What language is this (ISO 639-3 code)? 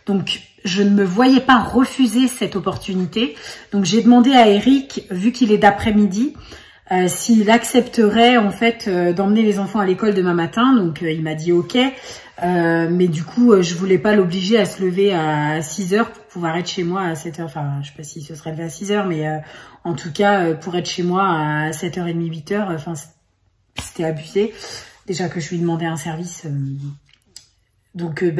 fra